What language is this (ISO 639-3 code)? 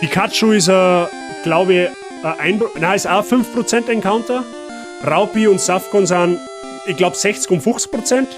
bar